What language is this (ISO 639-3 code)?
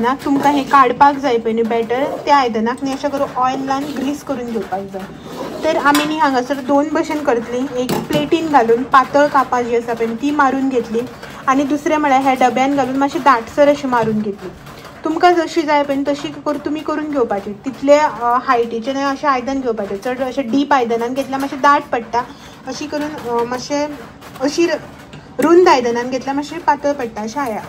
kok